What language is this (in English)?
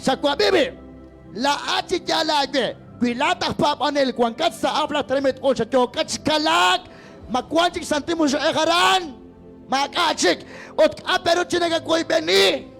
Kekchí